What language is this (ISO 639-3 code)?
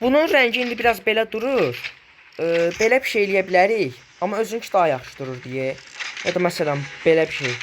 aze